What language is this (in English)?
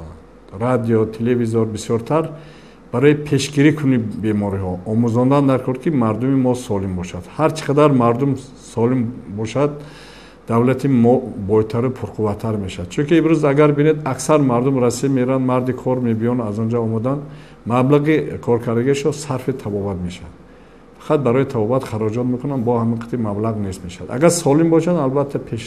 Tajik